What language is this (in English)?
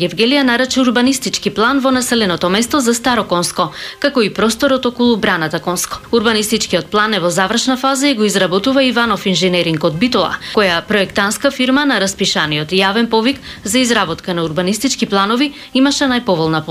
Macedonian